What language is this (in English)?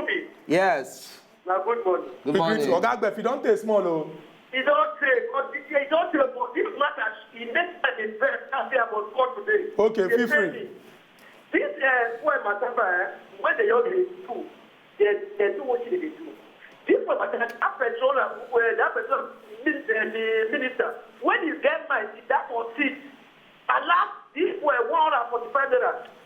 Nigerian Pidgin